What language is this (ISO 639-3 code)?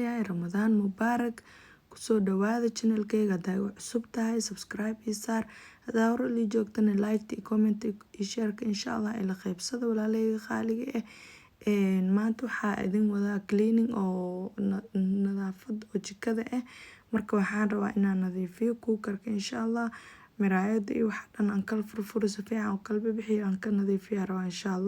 som